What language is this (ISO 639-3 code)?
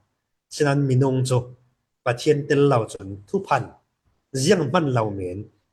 cfm